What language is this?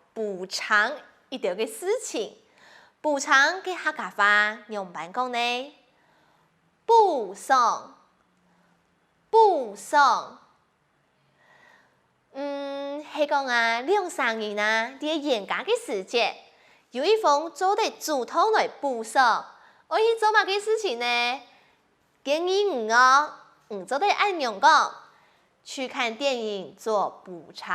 Hakka Chinese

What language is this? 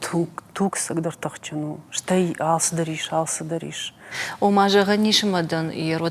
Ossetic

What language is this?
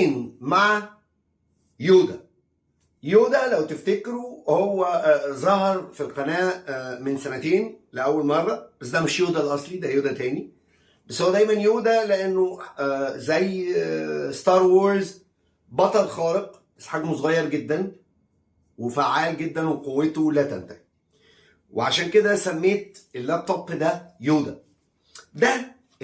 Egyptian Arabic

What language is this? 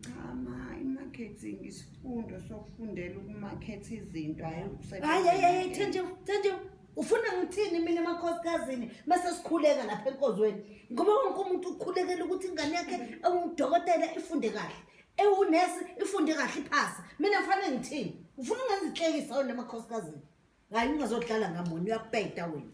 Zulu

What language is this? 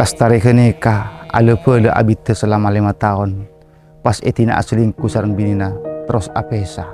Madurese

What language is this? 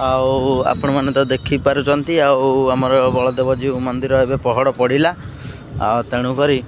Odia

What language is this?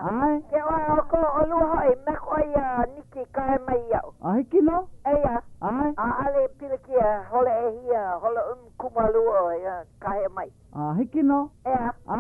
Hawaiian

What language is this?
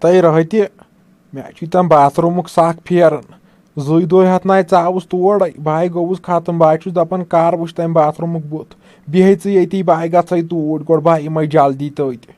Kashmiri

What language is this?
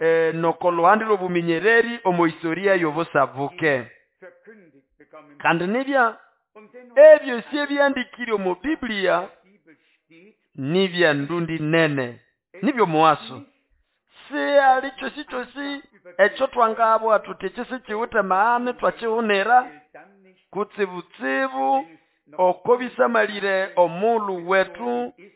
Nande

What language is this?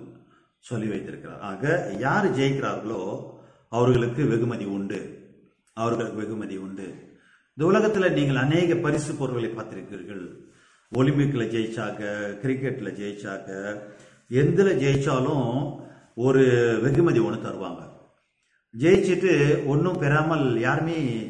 Tamil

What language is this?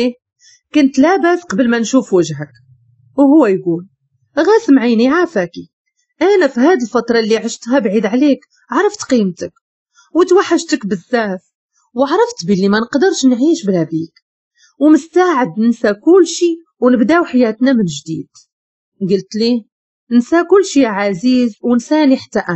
Moroccan Arabic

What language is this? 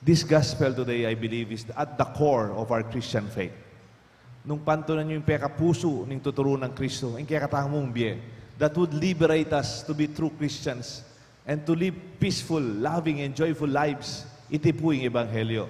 Pampanga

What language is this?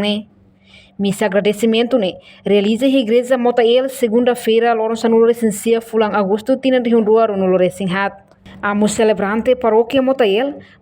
Tetum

